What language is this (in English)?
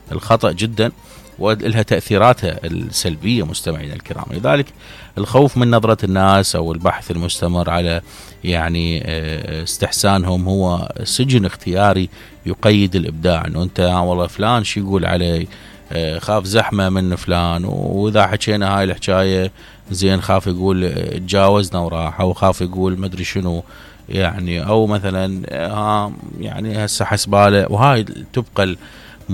Mesopotamian Arabic